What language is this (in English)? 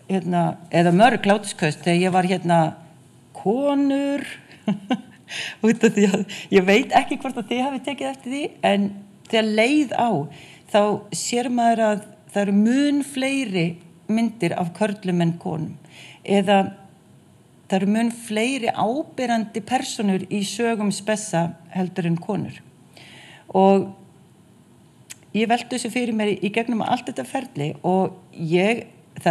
Icelandic